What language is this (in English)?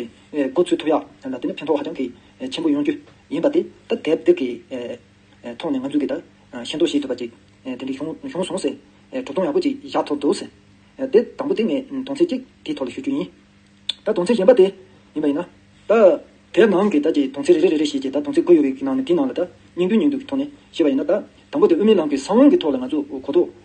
Tibetan